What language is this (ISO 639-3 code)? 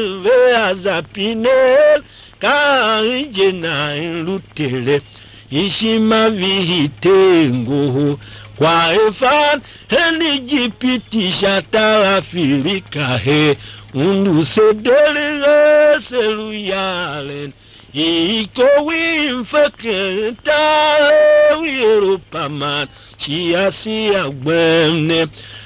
tiv